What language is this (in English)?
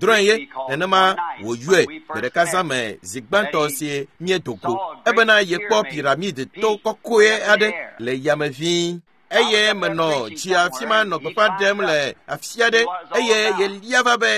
Ewe